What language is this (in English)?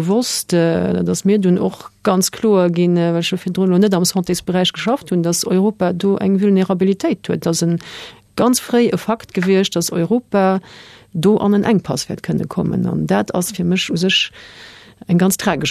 Luxembourgish